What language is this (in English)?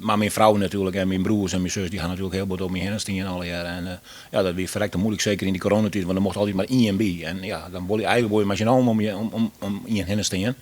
Western Frisian